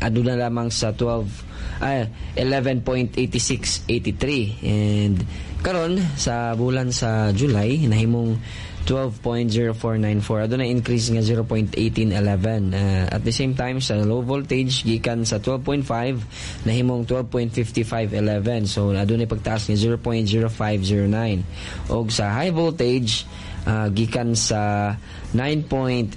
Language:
Cebuano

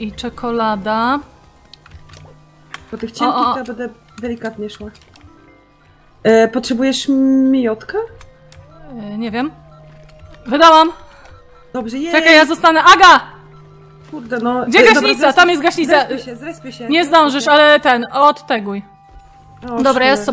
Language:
Polish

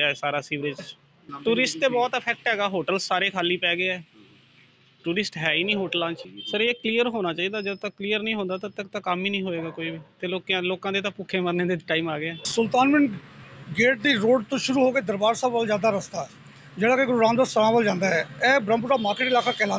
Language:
Punjabi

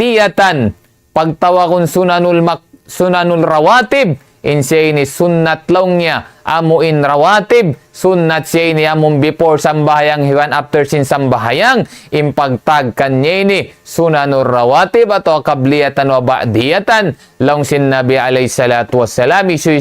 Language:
Tausug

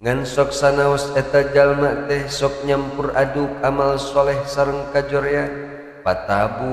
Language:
Sundanese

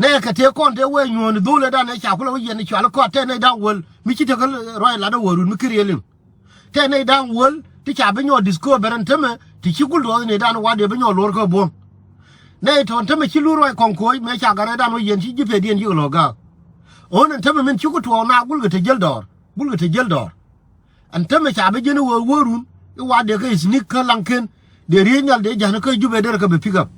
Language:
Nuer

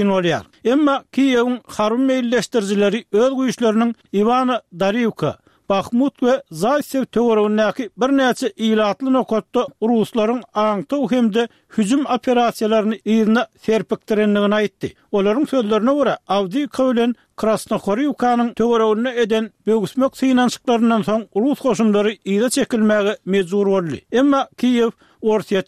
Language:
Turkmen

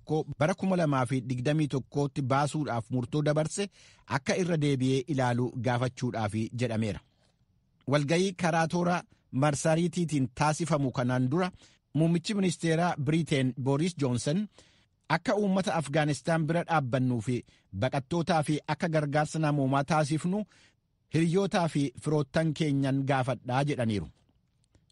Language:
Oromo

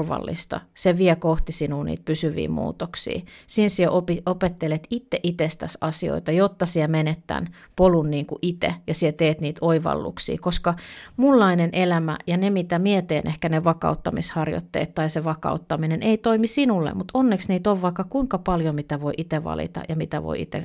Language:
Finnish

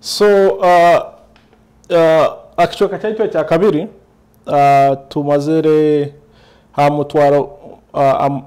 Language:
Nyoro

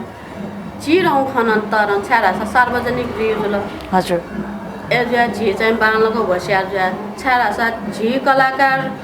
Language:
Newari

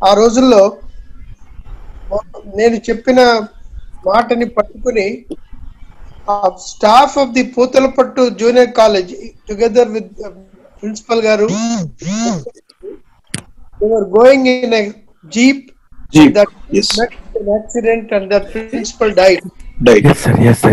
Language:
Telugu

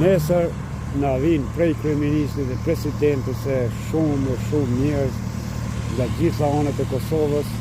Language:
Albanian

